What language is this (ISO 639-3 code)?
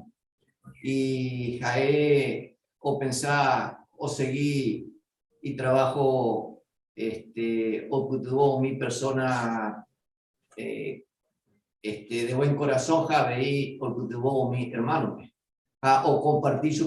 grn